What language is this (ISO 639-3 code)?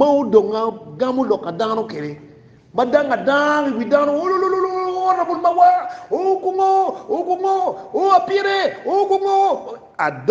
ach